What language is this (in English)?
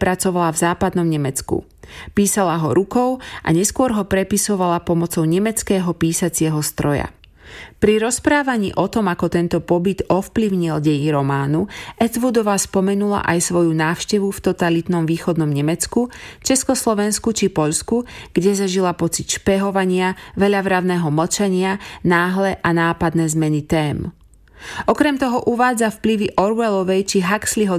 Slovak